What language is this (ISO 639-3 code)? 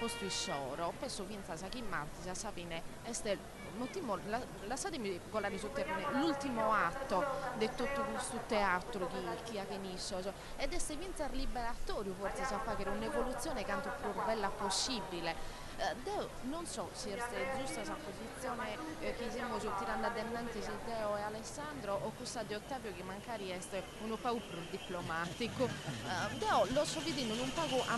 srd